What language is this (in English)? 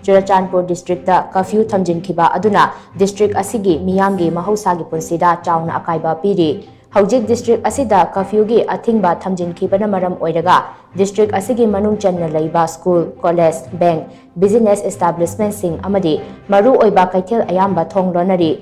Manipuri